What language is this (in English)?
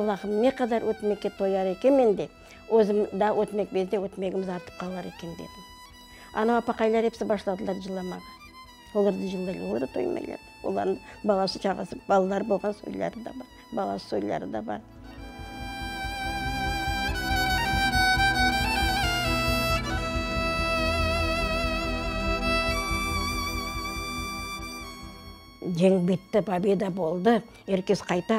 Crimean Tatar